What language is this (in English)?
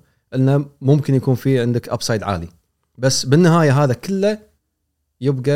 Gulf Arabic